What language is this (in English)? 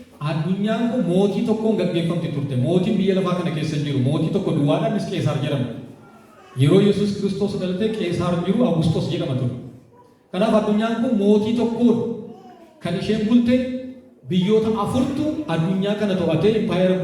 Oromo